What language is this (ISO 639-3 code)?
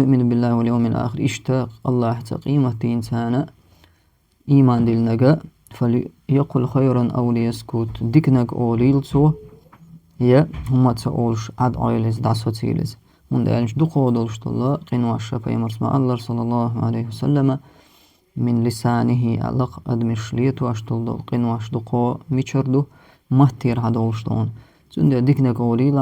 che